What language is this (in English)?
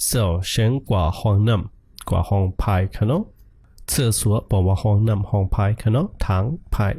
Shan